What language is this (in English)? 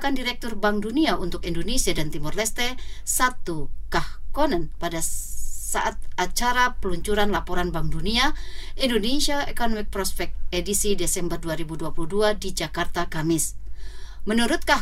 Indonesian